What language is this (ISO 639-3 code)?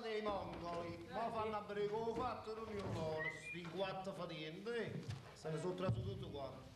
nap